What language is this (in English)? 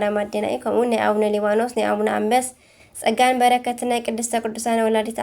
Tigrinya